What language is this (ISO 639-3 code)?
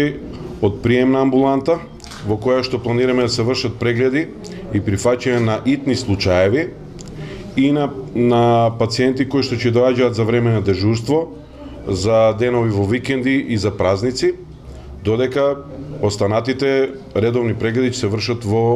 mkd